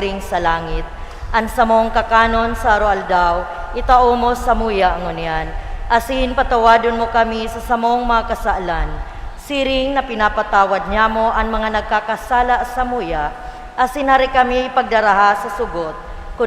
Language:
Bikol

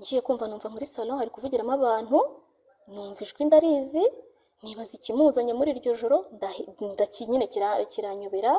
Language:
Kinyarwanda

